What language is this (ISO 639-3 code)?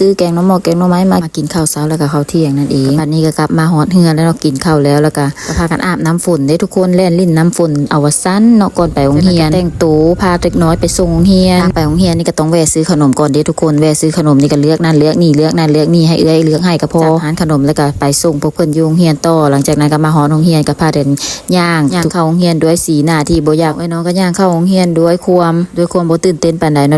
lao